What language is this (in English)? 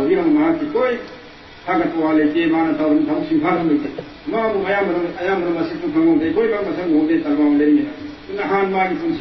Manipuri